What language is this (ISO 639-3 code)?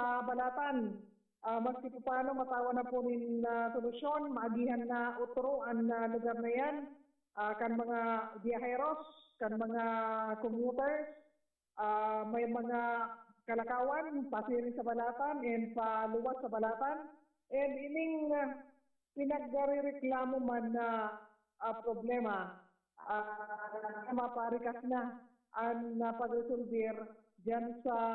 bik